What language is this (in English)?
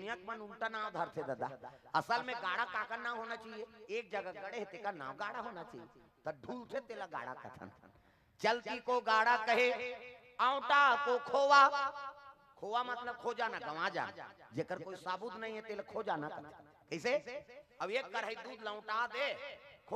Chhattisgarhi